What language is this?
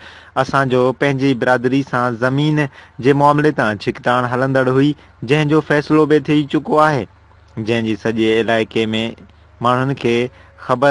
Sindhi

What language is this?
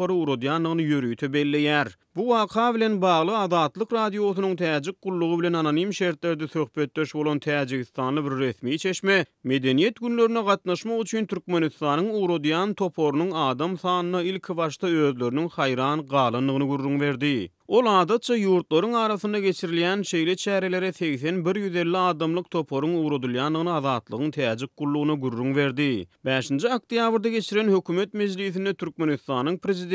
Turkmen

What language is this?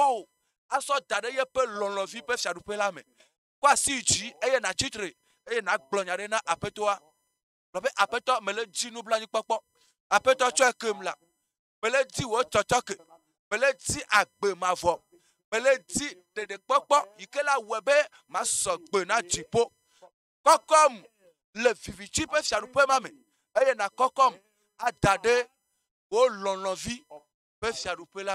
Ewe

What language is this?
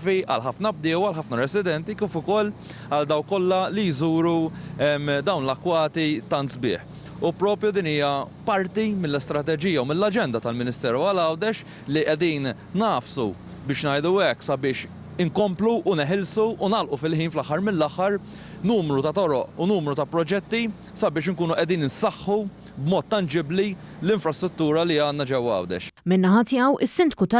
Maltese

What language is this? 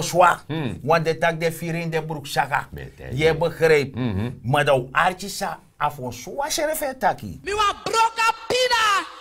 Sranan Tongo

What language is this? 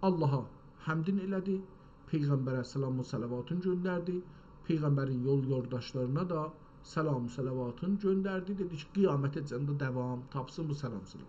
South Azerbaijani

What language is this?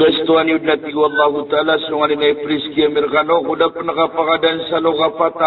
Maranao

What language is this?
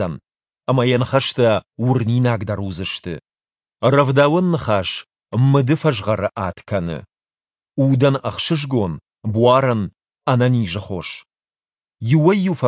Ossetic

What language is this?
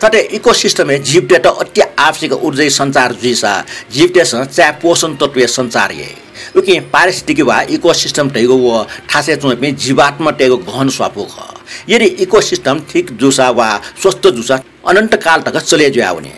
Newari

